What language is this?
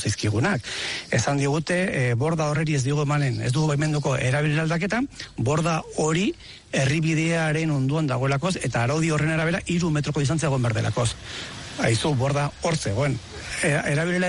Basque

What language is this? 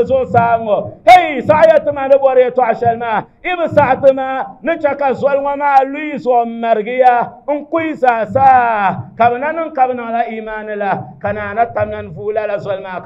Dagbani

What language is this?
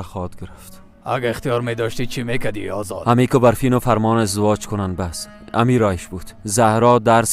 Persian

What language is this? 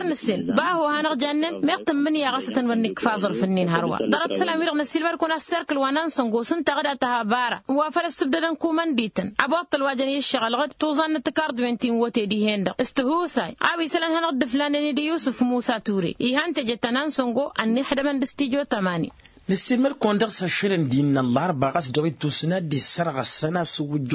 Tamasheq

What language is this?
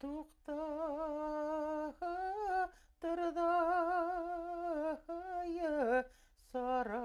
Bashkir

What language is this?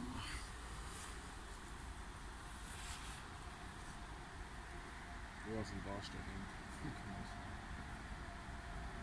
German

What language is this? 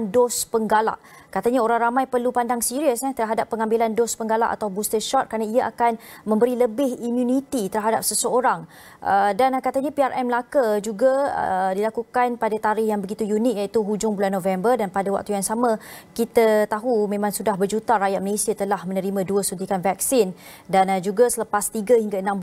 Malay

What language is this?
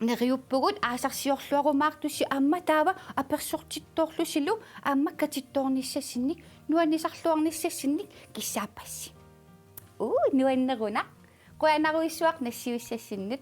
Kalaallisut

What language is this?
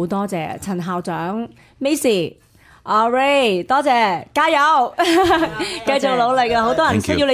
Cantonese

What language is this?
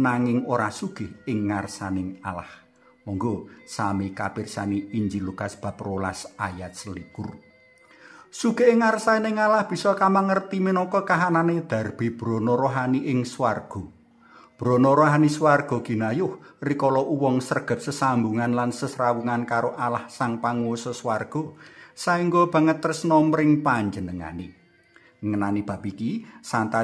Javanese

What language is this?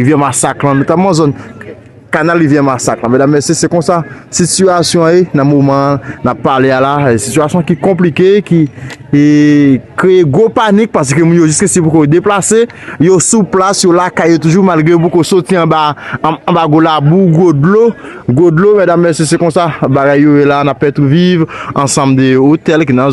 Haitian Creole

